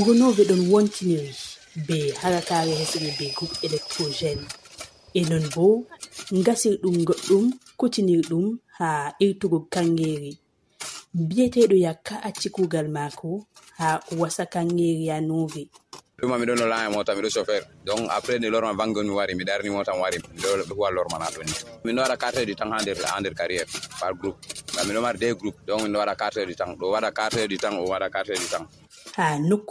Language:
Fula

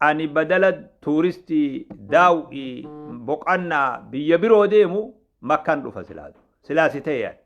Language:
Oromo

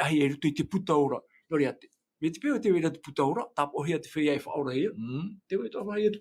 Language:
Tahitian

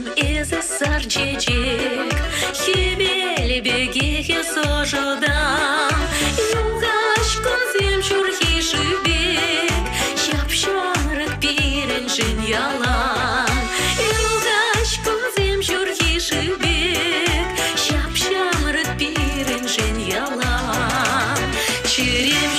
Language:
Chuvash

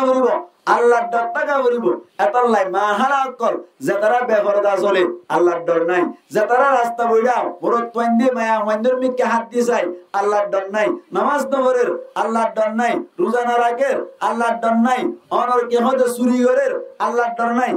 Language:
Rohingya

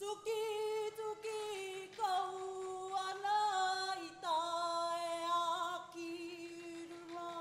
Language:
Māori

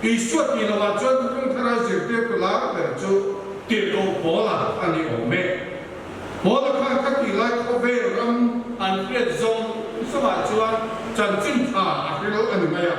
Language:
Mizo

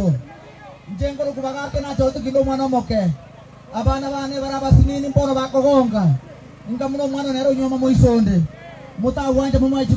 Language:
Gusii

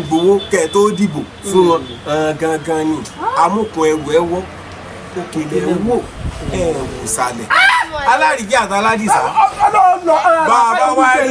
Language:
Yoruba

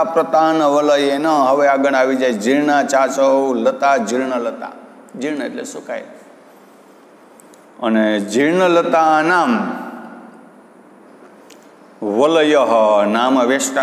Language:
Gujarati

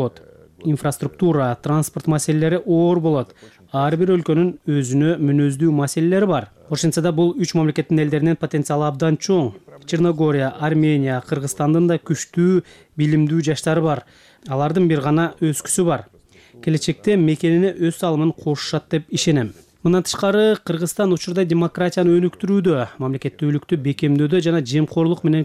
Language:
Kyrgyz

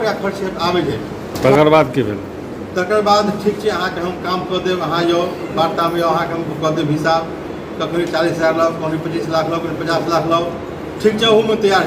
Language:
Maithili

